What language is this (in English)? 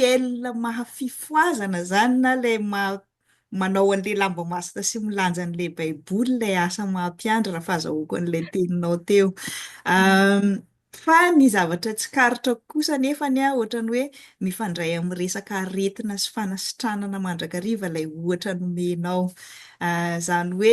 Malagasy